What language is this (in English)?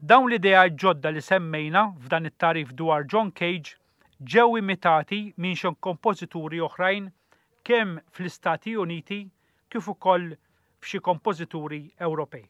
Maltese